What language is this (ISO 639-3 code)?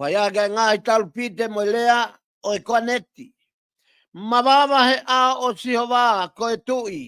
ton